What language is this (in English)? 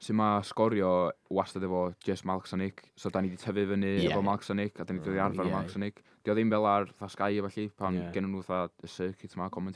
Welsh